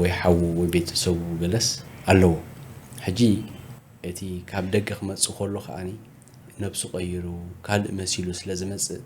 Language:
Tigrinya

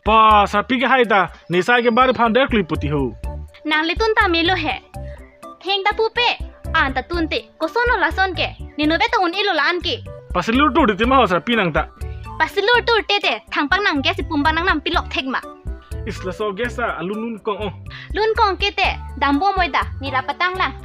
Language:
Karbi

